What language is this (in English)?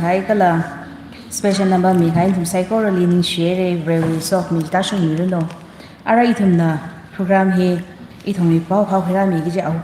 Tangkhul Naga (India)